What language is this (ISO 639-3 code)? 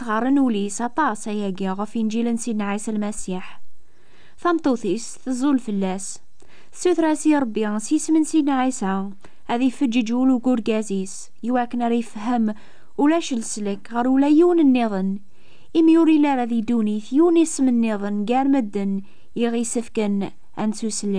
kab